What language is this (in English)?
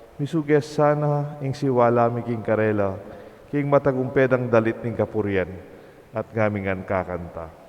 Pampanga